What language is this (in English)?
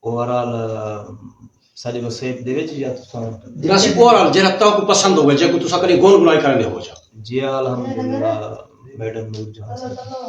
Saraiki